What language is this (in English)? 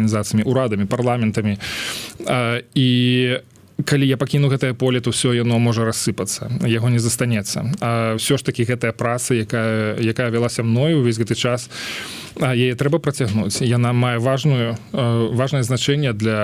Belarusian